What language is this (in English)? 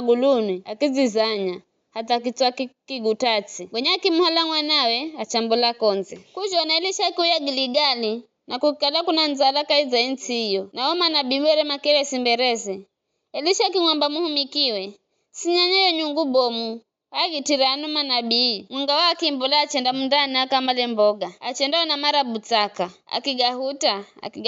Giryama